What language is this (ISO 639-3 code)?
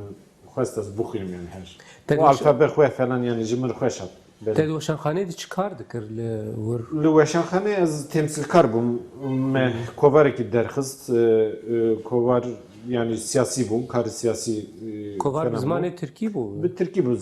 kur